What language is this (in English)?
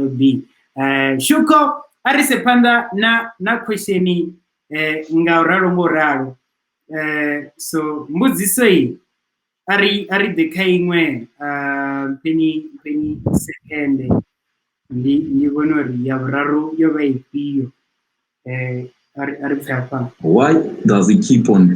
Venda